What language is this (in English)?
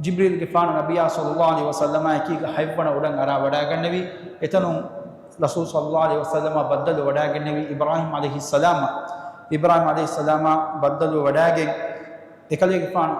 Divehi